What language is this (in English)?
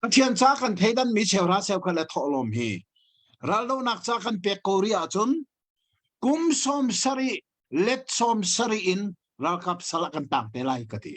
Hakha Chin